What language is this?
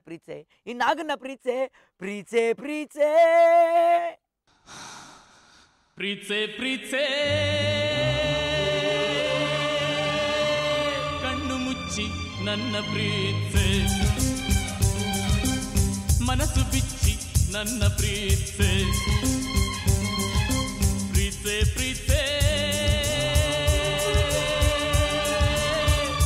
Kannada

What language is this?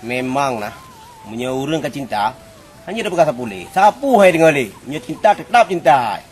Achinese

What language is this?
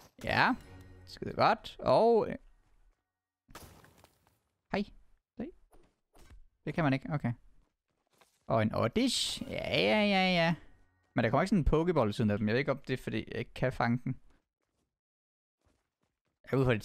Danish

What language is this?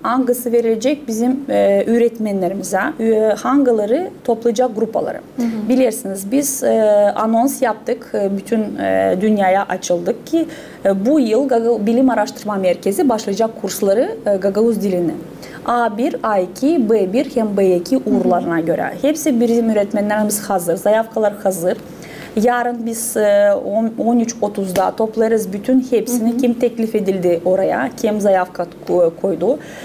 Gagauz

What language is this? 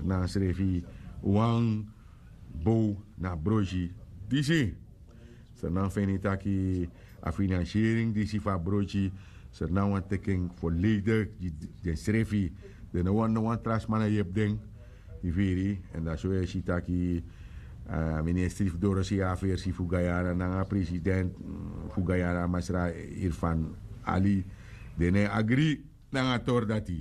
Sranan Tongo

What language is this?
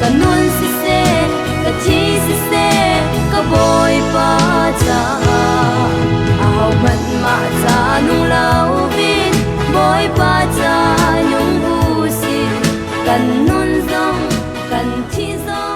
Hakha Chin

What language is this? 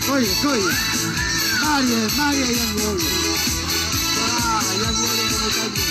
Tongan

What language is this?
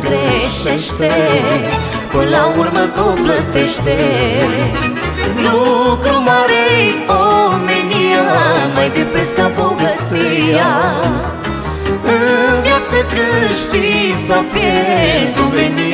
Romanian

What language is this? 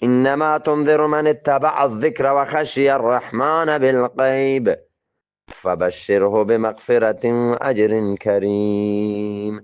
Eastern Balochi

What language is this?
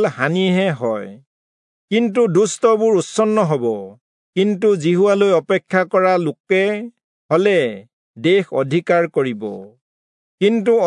Assamese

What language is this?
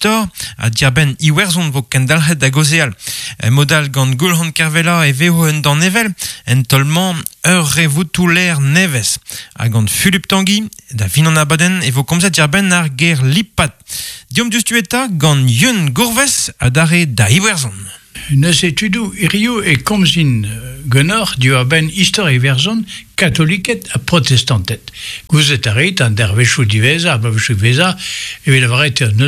Breton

